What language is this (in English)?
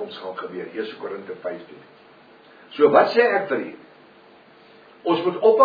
Afrikaans